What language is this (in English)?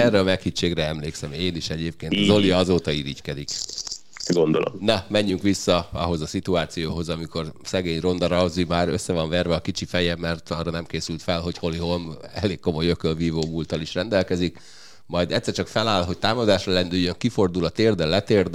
Hungarian